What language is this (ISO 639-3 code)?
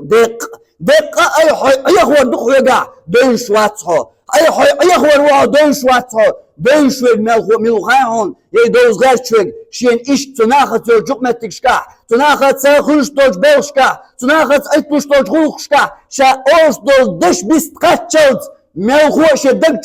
che